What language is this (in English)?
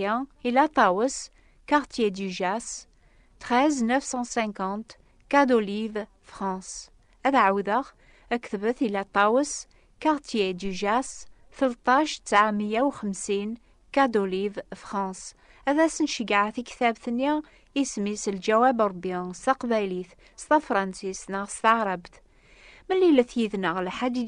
Kabyle